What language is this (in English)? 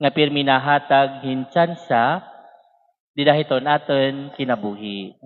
Waray